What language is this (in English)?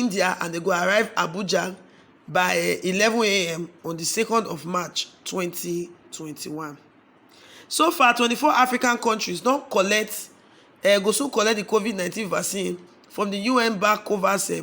Nigerian Pidgin